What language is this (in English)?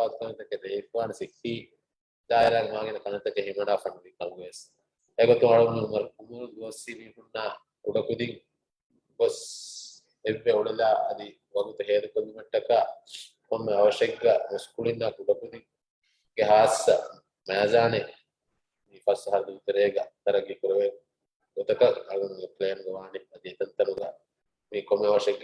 Divehi